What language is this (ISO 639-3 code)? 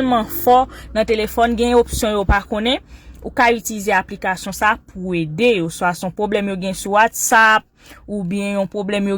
hat